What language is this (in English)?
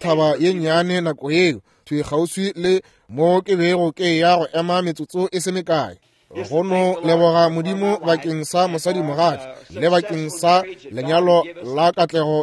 Northern Sotho